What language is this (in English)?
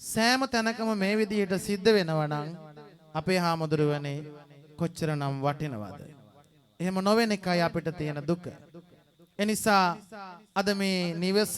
Sinhala